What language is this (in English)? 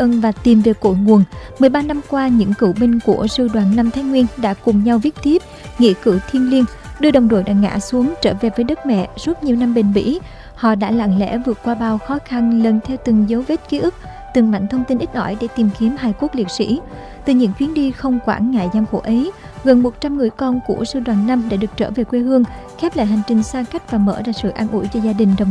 Vietnamese